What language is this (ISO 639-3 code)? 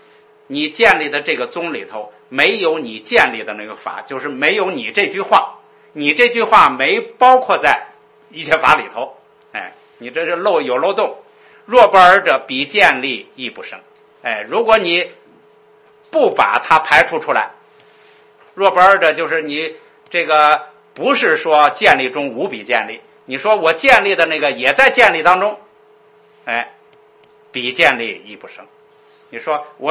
zho